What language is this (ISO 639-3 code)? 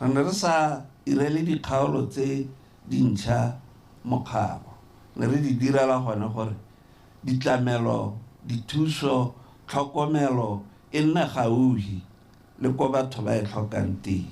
tsn